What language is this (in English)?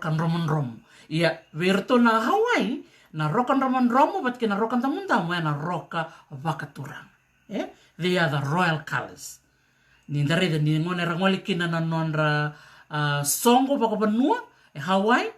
Fijian